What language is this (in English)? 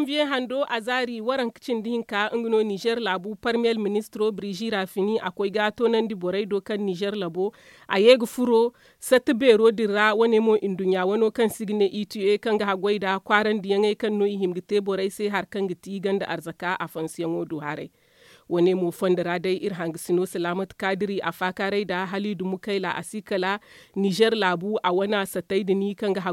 Zarma